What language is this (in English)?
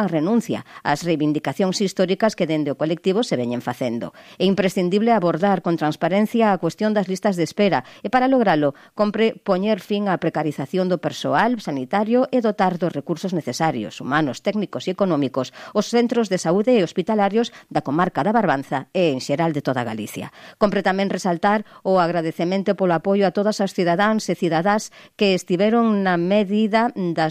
Galician